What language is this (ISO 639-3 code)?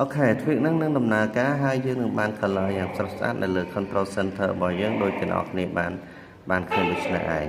khm